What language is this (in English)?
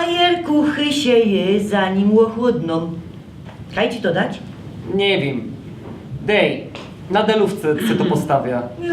Silesian